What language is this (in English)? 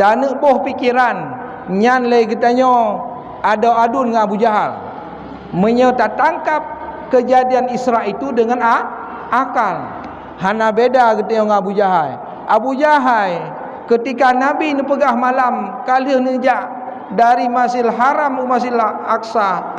Achinese